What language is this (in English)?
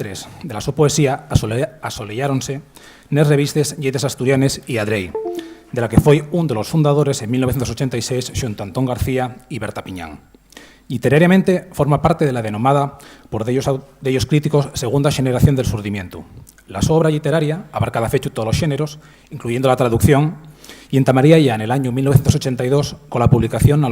Asturian